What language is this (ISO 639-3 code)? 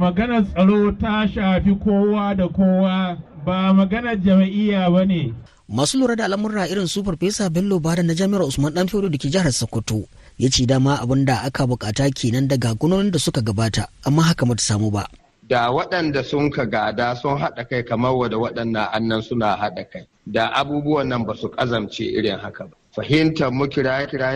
hau